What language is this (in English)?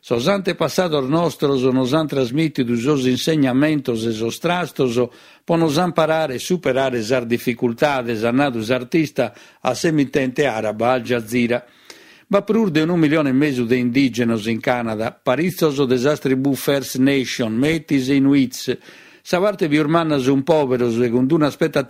Sardinian